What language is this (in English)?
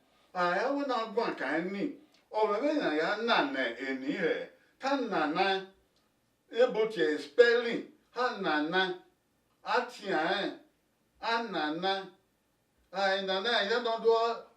Bini